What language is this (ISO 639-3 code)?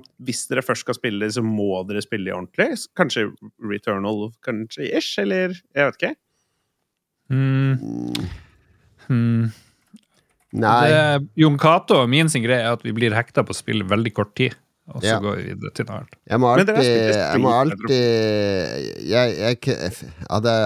nor